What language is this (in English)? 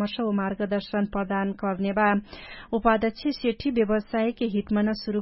Dangaura Tharu